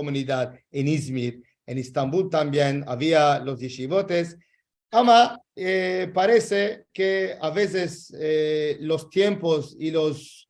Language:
Ladino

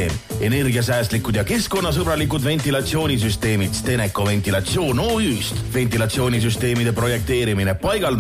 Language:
Estonian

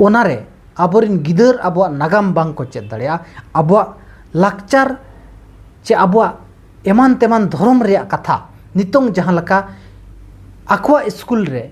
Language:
Santali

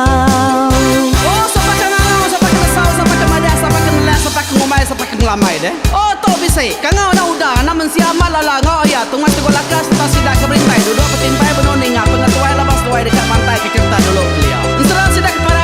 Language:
Iban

